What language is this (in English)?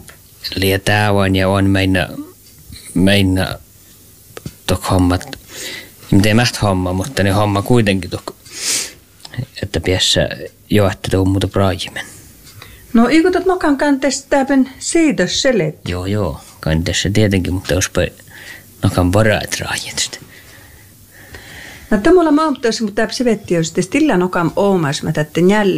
Finnish